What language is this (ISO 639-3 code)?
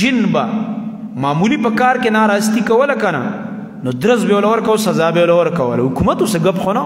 pus